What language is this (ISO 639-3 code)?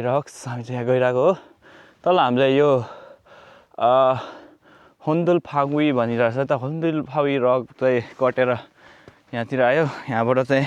nep